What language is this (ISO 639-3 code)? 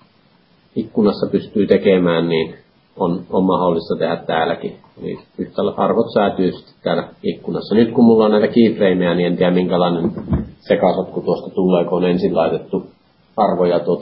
fin